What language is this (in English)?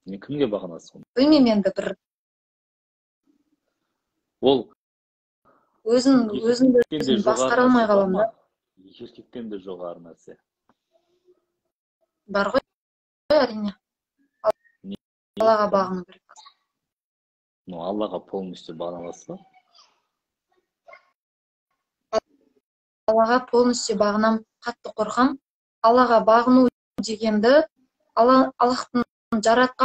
Kazakh